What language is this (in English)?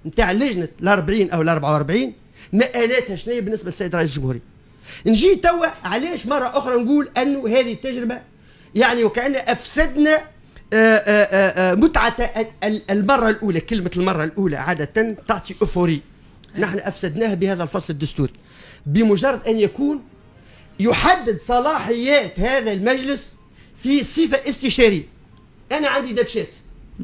Tunisian Arabic